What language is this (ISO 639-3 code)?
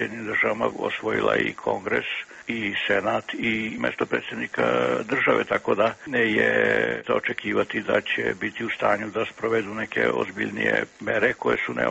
srp